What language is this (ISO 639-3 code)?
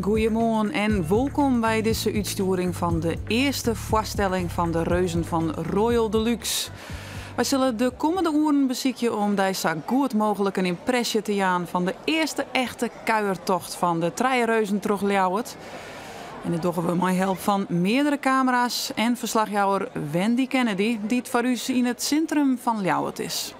fry